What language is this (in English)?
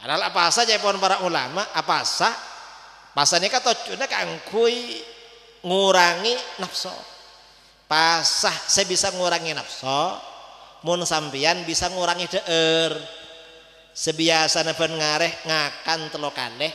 Madurese